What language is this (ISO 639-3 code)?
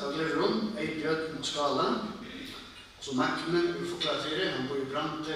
fao